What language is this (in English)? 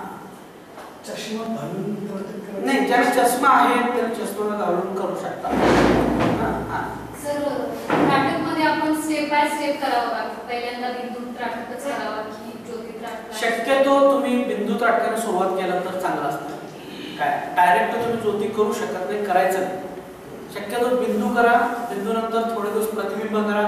Marathi